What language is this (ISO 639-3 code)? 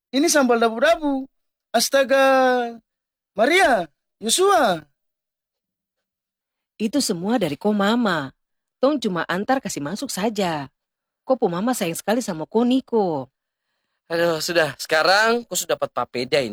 ind